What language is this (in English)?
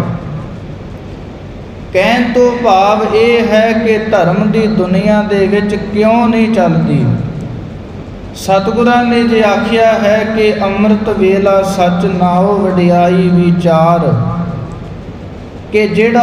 Punjabi